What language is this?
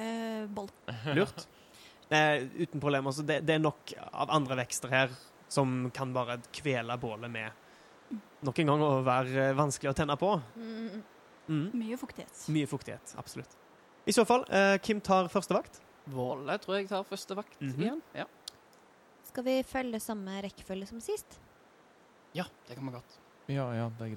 Norwegian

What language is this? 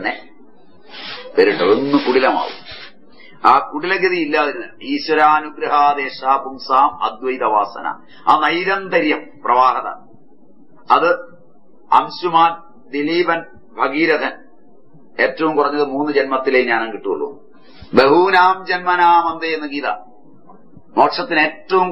Malayalam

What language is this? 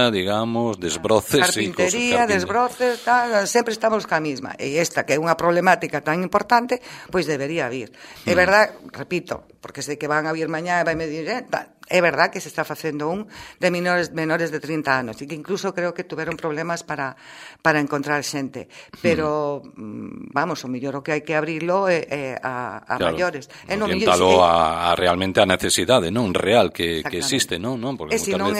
Galician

